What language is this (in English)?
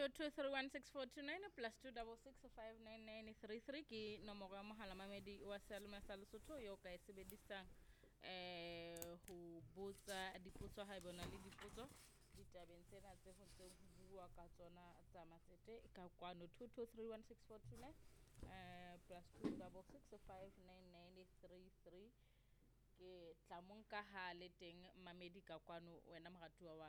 Southern Sotho